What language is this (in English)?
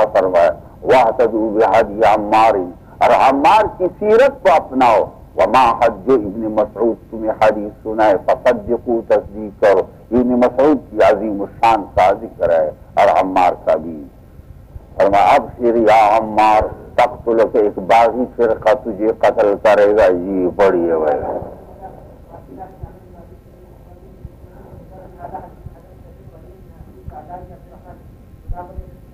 Urdu